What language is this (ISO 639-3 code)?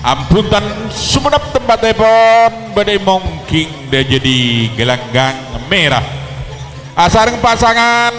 mad